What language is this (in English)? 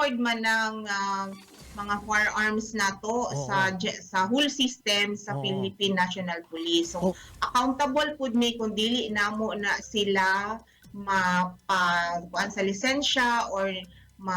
Cebuano